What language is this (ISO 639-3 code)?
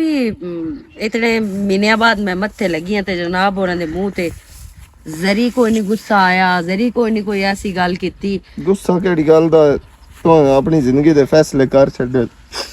lah